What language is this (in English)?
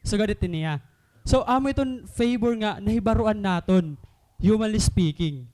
Waray